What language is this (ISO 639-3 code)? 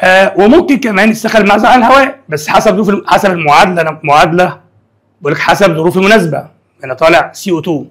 arz